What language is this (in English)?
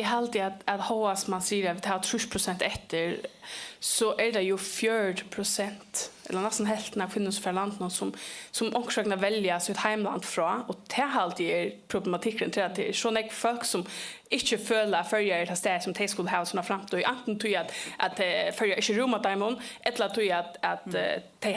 Faroese